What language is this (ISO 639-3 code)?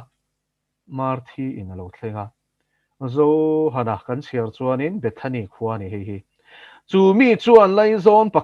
lus